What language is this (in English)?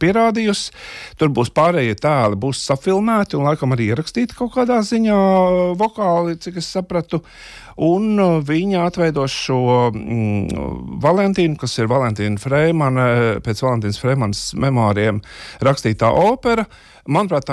Latvian